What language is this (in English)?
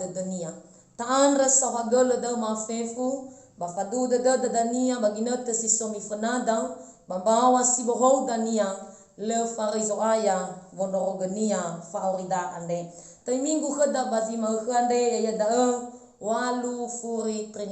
Nias